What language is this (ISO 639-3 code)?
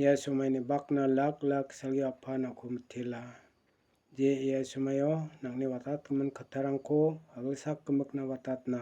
grt